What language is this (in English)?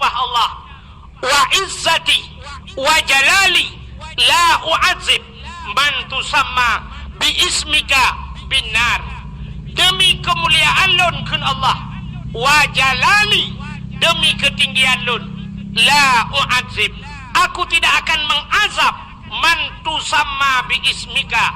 Achinese